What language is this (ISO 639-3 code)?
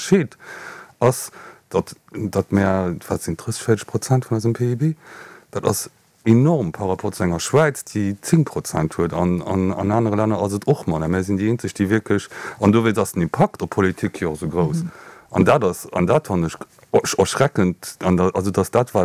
ltz